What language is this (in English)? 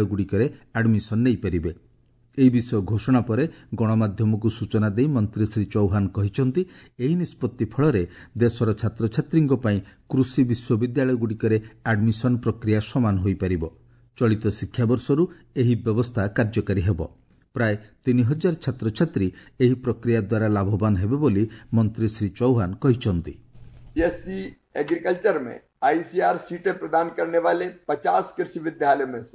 Odia